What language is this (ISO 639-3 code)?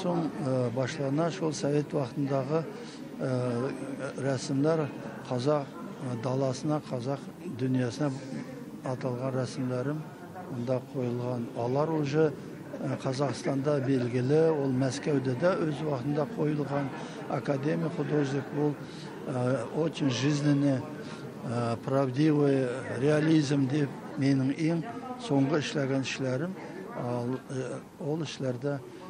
tat